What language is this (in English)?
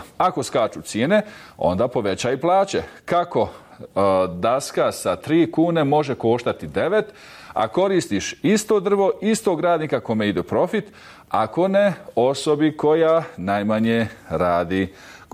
Bosnian